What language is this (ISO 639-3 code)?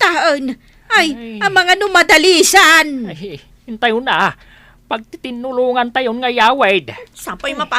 ilo